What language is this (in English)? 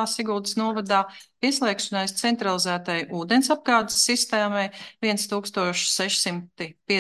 Latvian